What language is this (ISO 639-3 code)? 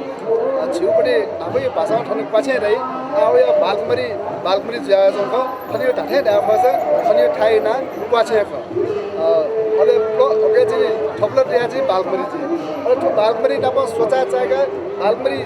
new